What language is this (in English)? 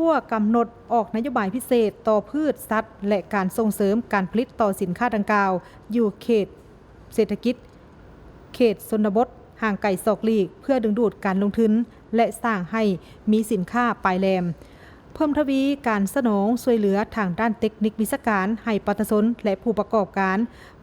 Lao